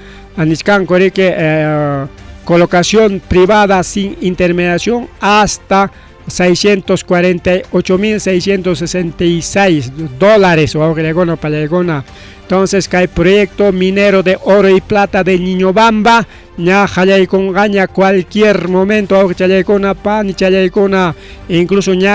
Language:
Ayacucho Quechua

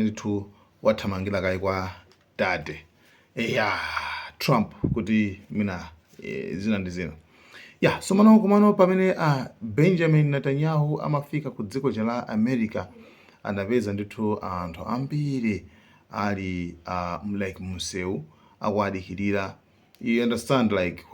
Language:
Nyanja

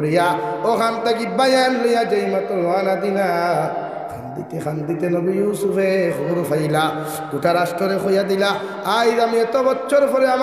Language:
Sylheti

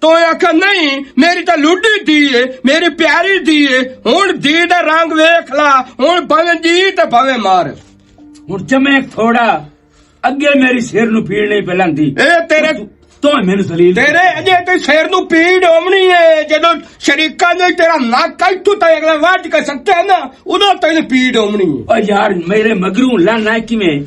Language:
Western Panjabi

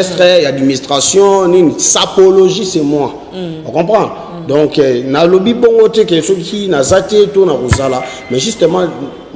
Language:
Lingala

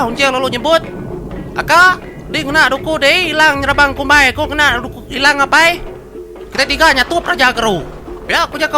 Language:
Iban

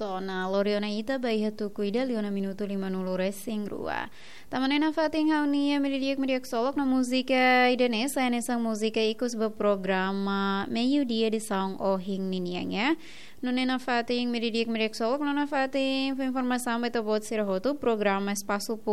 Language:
Tetum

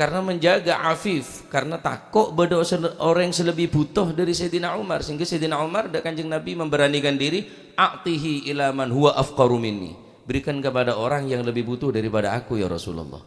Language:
Madurese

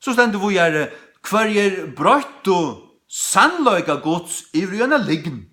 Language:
Faroese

